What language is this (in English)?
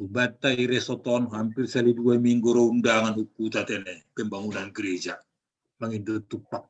Batak Simalungun